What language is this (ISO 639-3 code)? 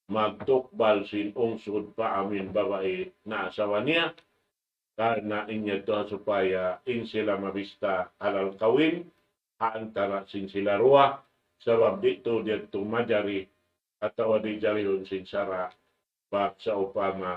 tsg